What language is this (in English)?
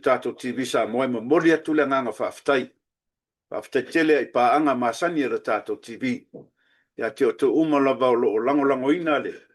Samoan